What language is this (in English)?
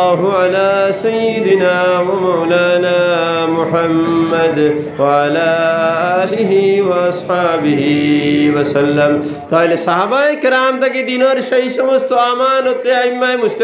Sylheti